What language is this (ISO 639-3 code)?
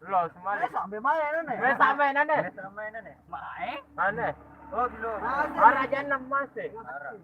sas